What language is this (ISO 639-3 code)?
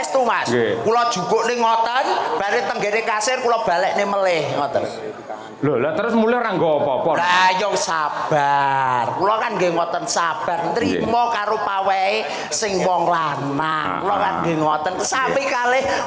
jav